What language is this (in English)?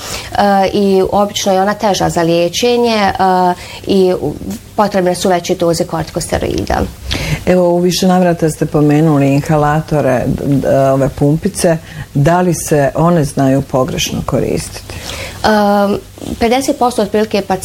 Bosnian